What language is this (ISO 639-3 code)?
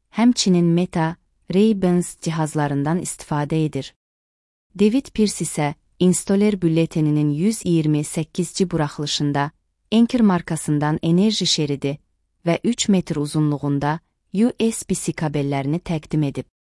aze